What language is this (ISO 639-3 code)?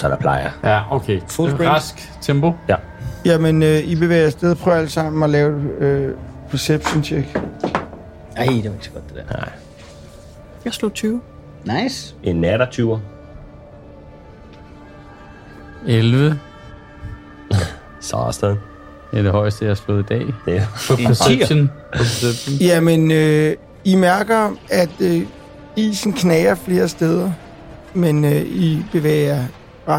dan